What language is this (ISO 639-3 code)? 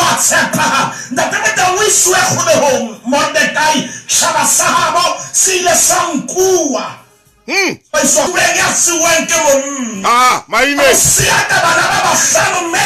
sot